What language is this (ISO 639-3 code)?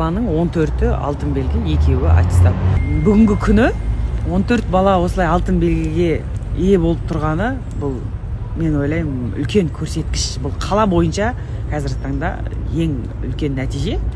kaz